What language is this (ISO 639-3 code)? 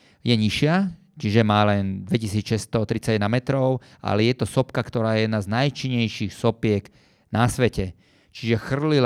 slk